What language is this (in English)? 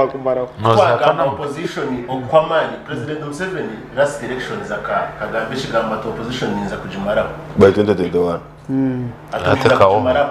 Nyankole